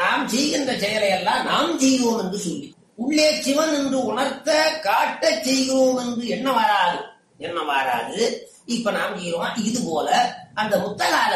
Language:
Tamil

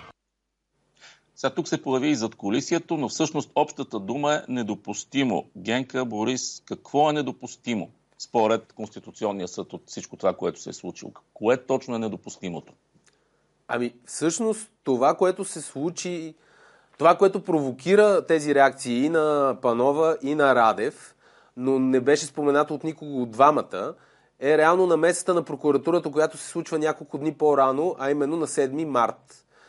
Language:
Bulgarian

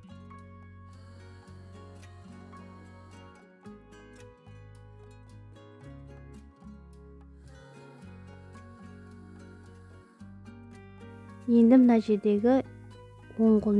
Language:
Kazakh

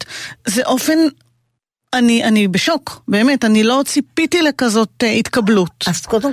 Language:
Hebrew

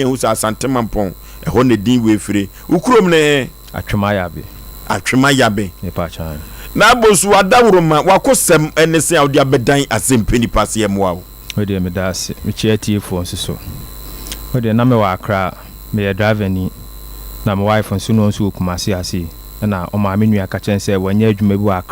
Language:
Akan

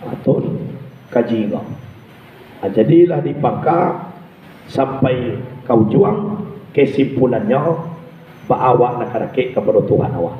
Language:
Minangkabau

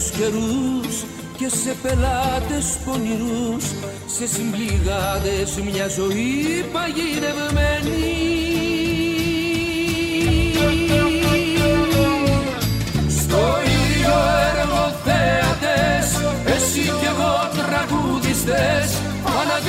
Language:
Greek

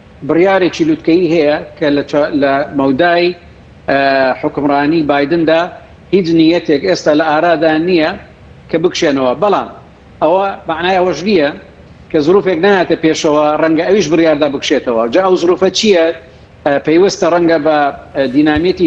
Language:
Central Kurdish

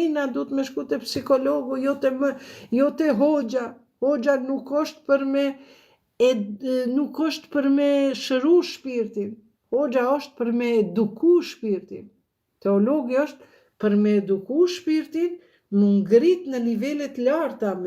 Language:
Albanian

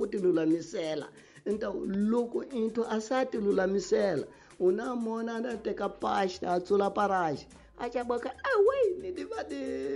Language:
Tsonga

